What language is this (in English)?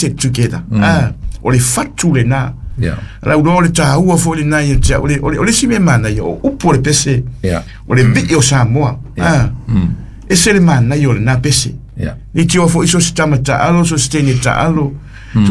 Samoan